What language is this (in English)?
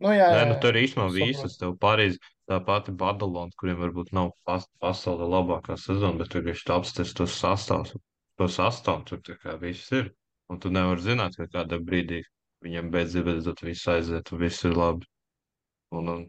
Latvian